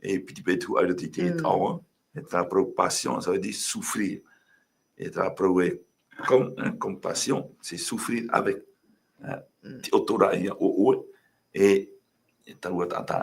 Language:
Tahitian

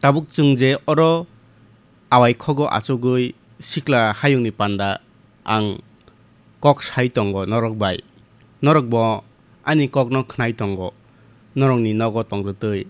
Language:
Kok Borok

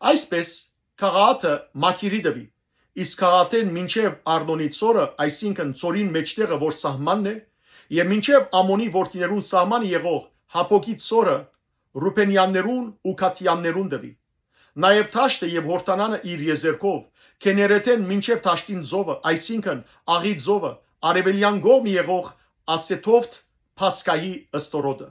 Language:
Western Armenian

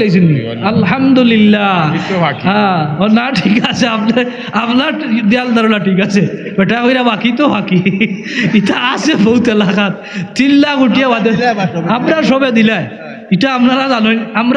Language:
Sylheti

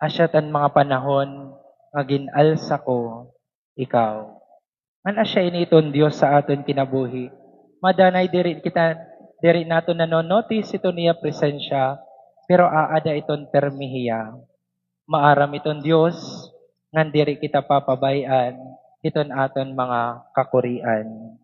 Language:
Waray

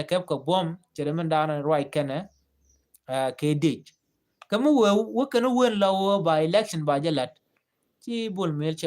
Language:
Nuer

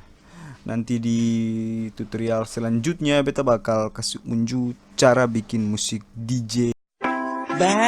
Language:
Ambonese Malay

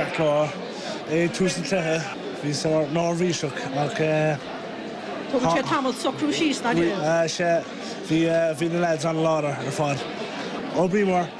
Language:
Irish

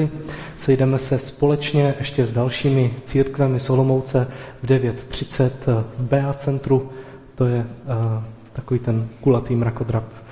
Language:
Czech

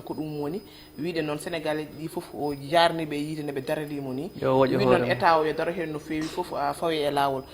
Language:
Fula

